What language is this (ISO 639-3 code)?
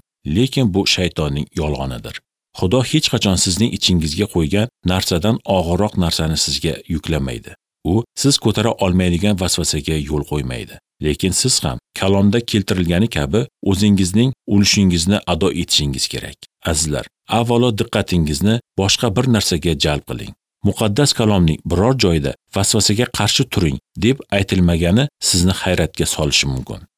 uzb